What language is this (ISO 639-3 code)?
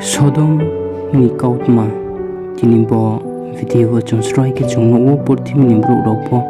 ria